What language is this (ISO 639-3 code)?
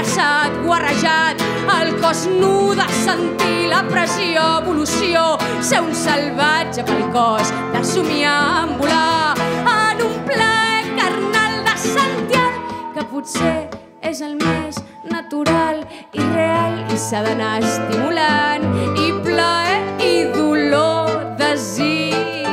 cat